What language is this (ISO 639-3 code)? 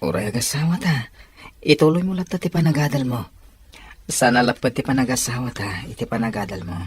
ilo